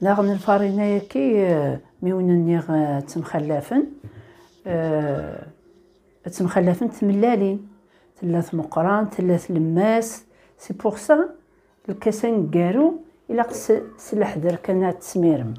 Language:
Kabyle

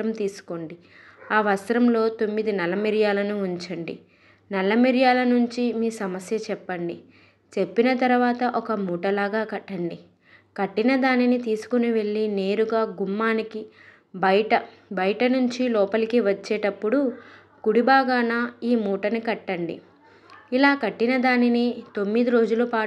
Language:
Telugu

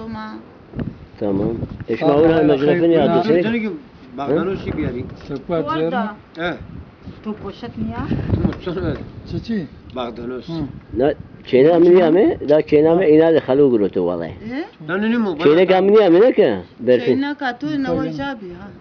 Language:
Zaza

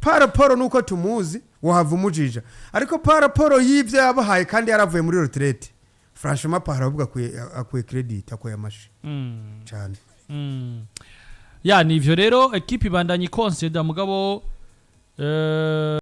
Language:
Rundi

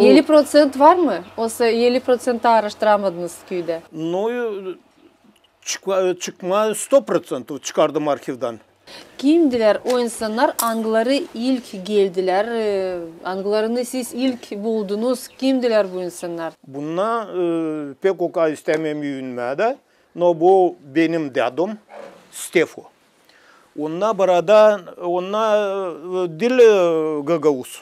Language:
Gagauz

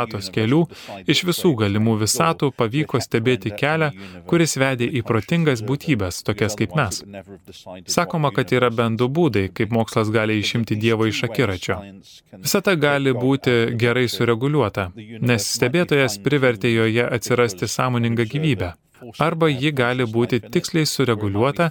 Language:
Lithuanian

